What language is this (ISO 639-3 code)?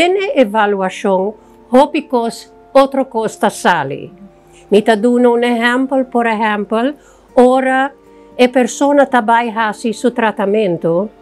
pap